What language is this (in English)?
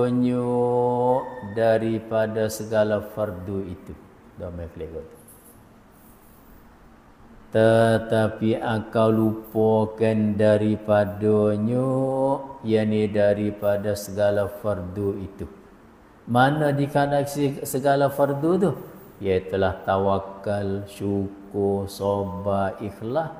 Malay